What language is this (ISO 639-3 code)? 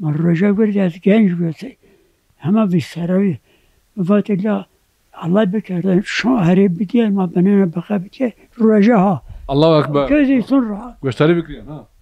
zza